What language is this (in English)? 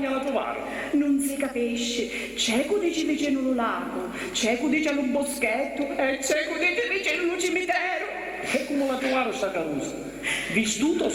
Sicilian